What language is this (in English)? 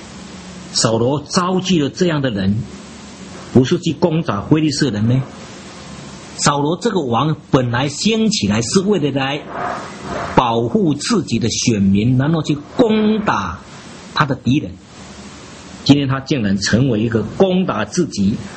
Chinese